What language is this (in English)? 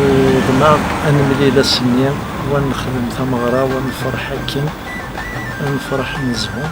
Kabyle